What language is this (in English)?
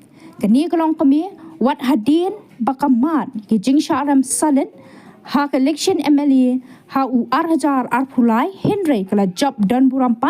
Khasi